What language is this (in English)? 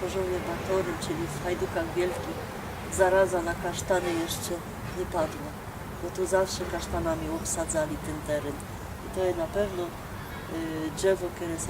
Silesian